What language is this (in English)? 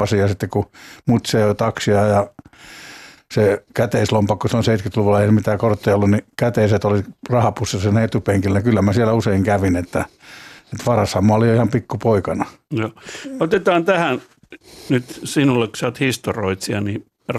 Finnish